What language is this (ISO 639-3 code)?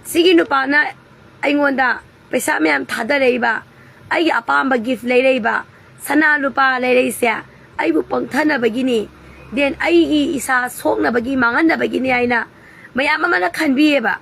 mni